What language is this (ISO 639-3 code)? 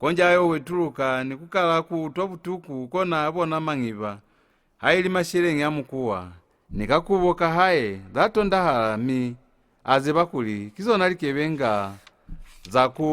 loz